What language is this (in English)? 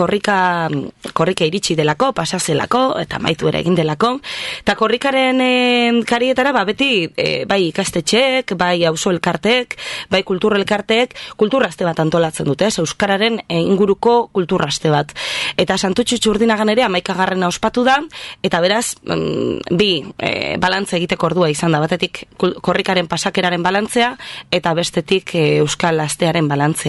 Basque